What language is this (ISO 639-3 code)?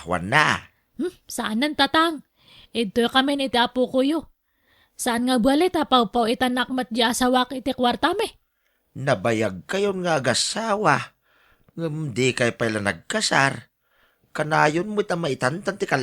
ilo